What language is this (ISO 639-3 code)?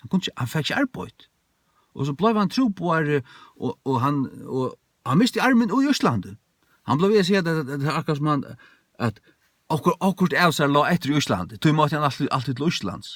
fao